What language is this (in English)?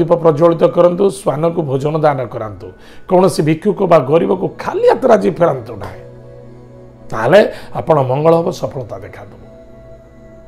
Odia